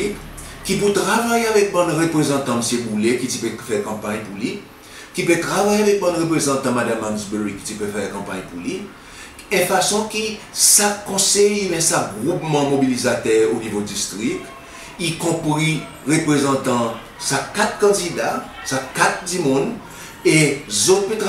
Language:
Seselwa Creole French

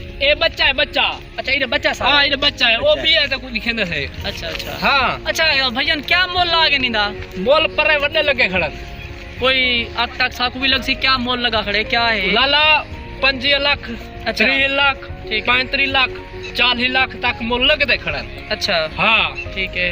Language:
Saraiki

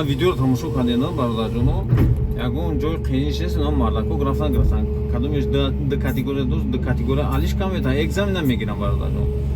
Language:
Tajik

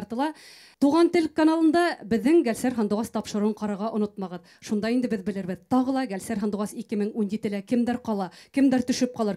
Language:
Bashkir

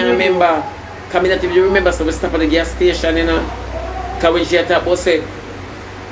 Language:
Jamaican Creole English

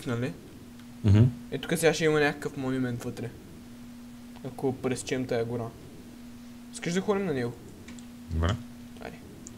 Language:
Bulgarian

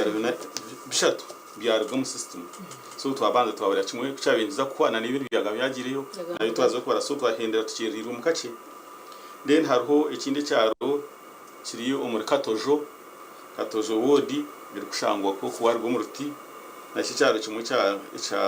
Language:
Nyankole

